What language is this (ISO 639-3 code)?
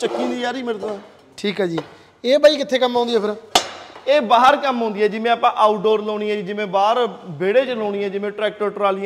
pan